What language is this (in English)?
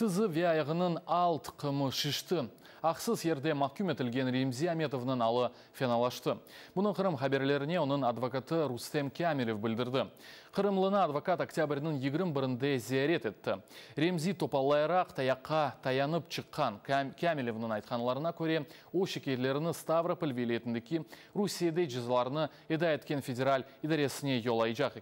Crimean Tatar